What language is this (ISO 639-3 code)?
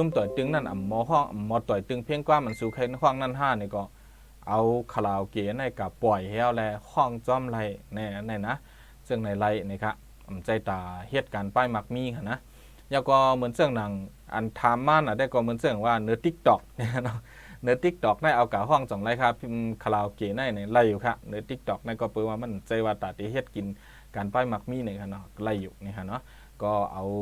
shn